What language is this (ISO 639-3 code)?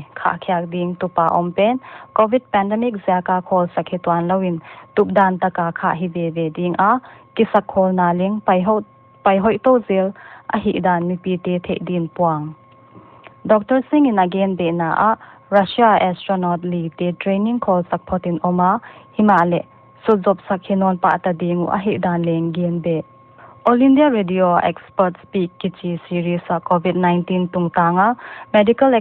pck